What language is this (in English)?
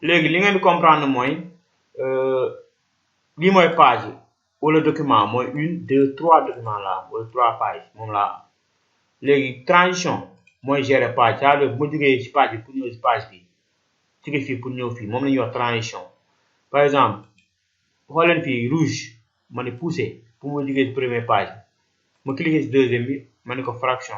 Wolof